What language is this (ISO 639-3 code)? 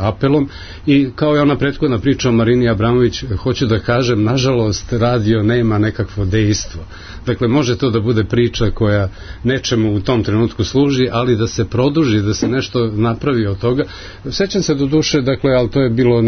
srp